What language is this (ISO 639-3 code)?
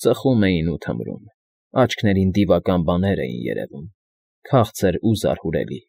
hye